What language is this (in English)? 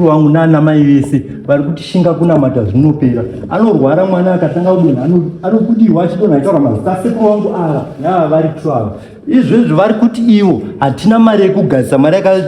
Shona